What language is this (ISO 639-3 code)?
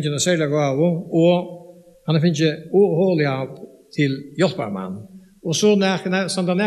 fao